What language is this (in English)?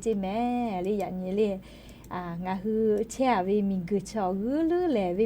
Lahu